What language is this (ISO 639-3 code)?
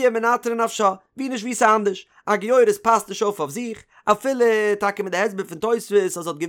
yid